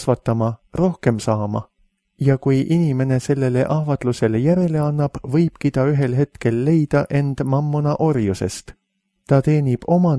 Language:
Estonian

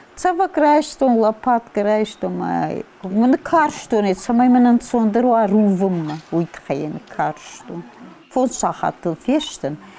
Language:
Ossetic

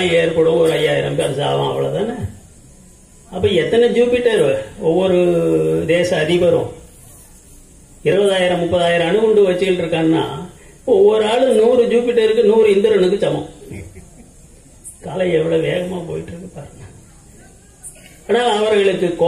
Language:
Tamil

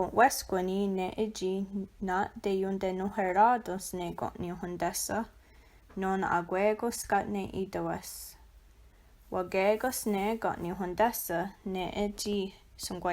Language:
Mohawk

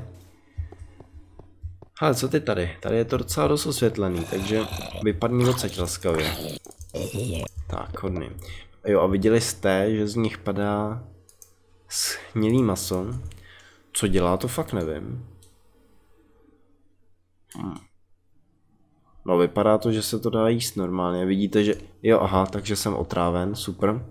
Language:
Czech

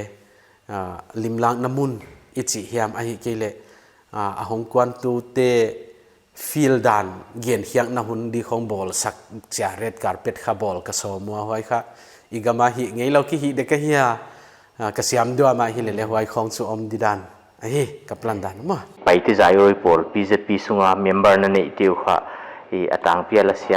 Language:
Paite Chin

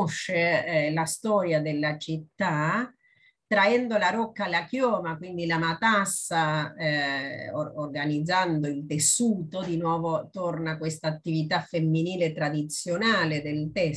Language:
Italian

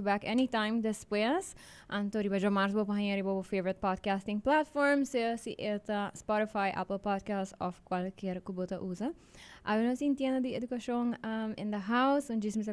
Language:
Papiamento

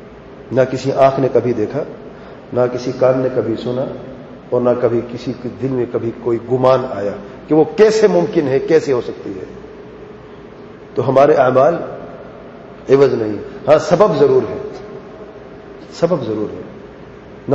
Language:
Urdu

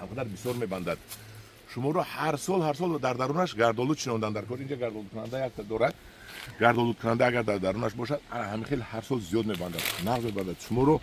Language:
Tajik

